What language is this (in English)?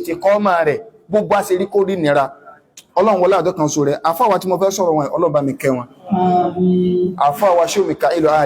Yoruba